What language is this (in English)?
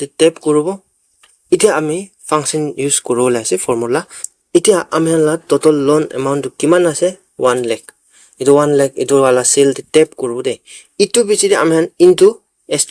Naga Pidgin